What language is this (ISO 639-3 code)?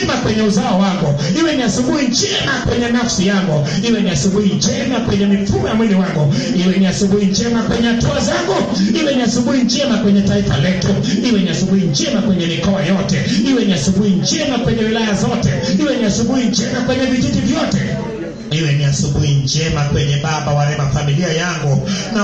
swa